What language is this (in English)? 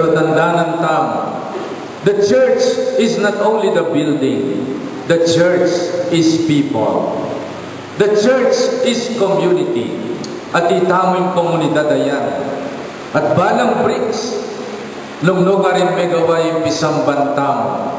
Pampanga